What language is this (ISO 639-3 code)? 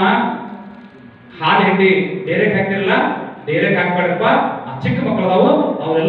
kan